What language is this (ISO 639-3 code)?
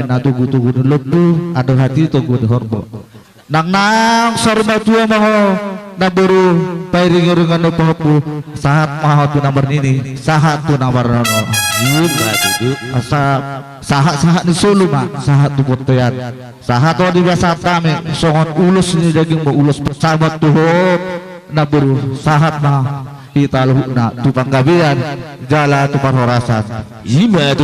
bbc